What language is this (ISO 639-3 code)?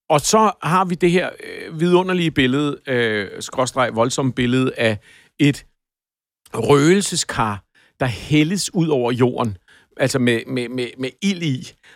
dan